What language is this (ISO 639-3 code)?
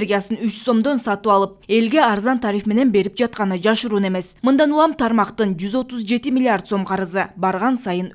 kir